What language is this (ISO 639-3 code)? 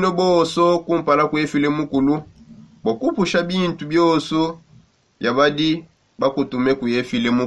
sop